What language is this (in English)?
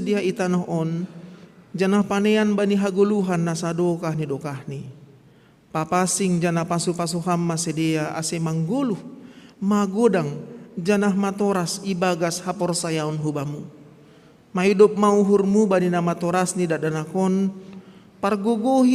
Batak Simalungun